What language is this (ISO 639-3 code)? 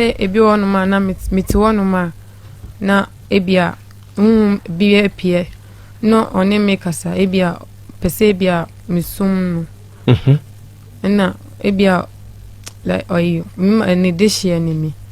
aka